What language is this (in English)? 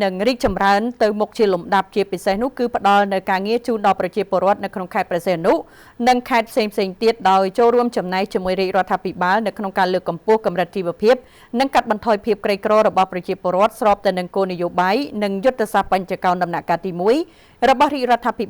Khmer